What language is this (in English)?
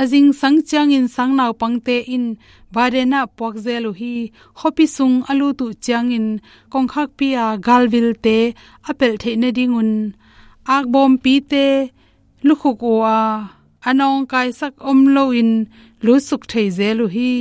Tedim Chin